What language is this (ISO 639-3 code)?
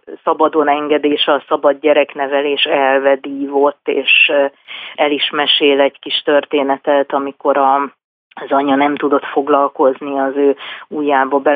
hun